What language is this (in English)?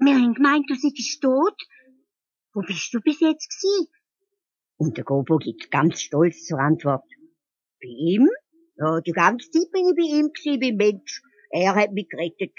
Swiss German